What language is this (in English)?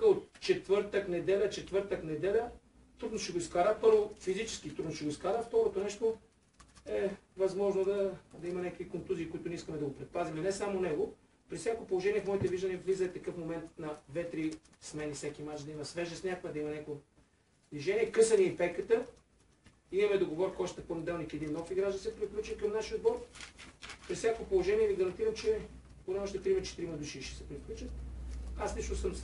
Bulgarian